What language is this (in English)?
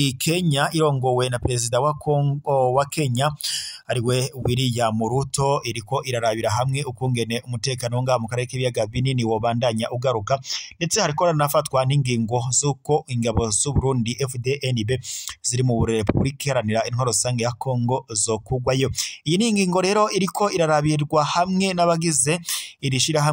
Rundi